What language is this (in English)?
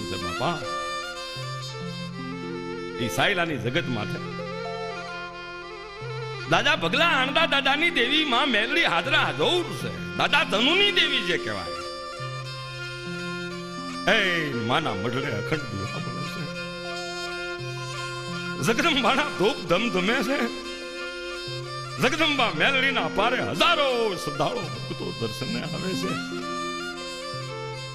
Gujarati